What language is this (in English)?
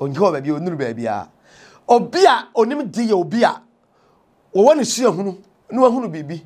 Akan